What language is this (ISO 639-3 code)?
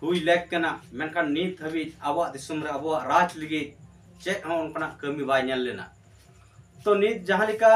sat